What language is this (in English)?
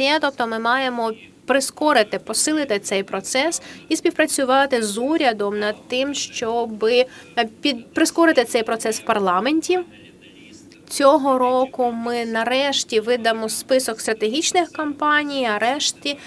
Ukrainian